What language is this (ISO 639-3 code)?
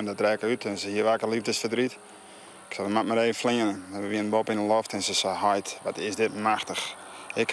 fry